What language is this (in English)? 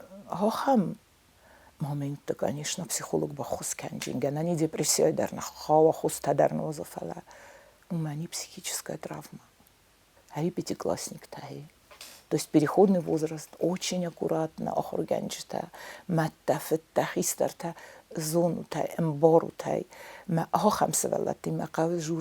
Ossetic